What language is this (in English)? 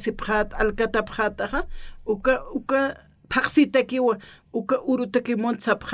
Aymara